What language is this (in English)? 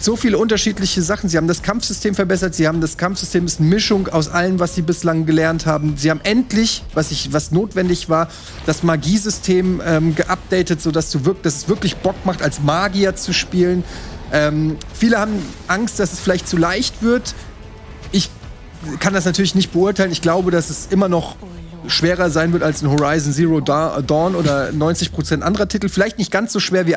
German